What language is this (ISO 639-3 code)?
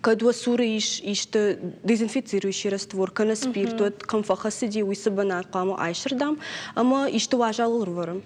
oss